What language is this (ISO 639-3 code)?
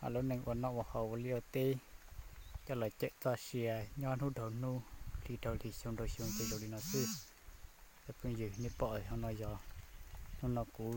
hmn